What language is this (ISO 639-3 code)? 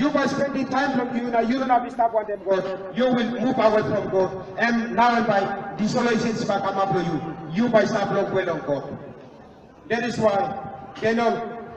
tpi